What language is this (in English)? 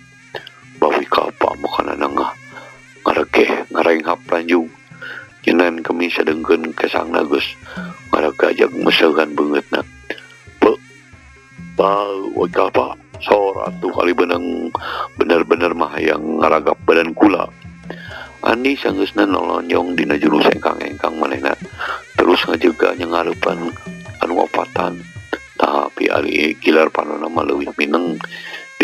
Sundanese